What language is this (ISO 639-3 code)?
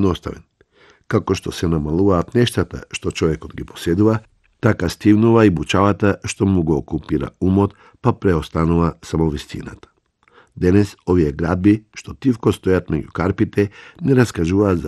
mkd